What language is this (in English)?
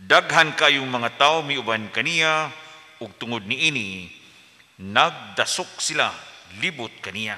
Cebuano